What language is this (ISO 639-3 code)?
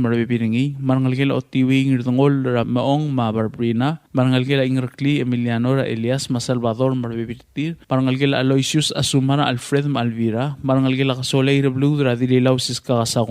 pau